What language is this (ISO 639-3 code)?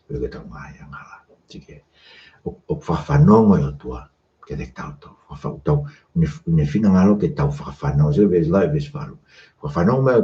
ton